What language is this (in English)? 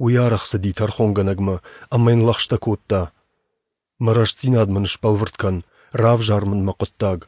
Ossetic